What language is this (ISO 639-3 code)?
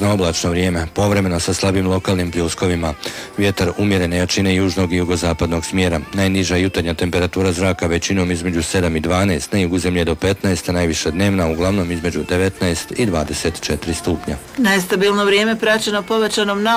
hrv